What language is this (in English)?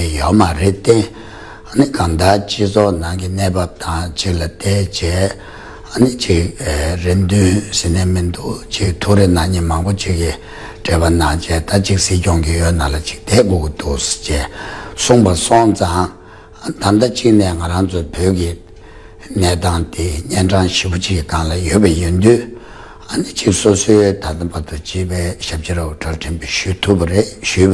Tibetan